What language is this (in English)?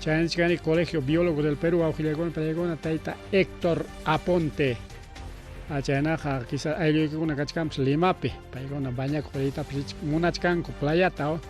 Ayacucho Quechua